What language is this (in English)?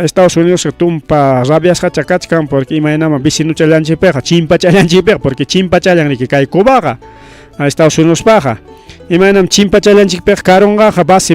Ayacucho Quechua